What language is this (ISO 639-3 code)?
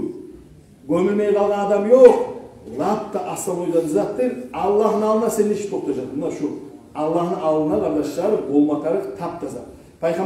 kum